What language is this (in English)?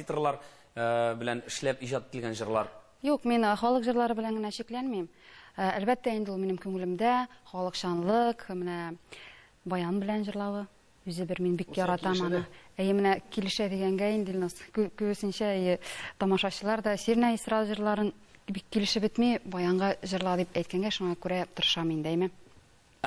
Tatar